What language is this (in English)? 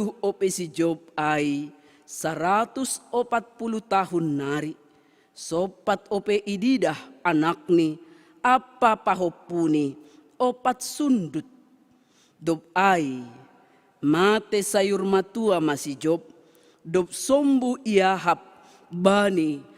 Batak Simalungun